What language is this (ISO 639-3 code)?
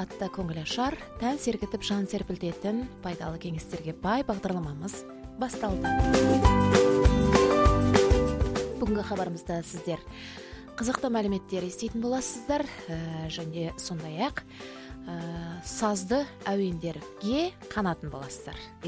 kaz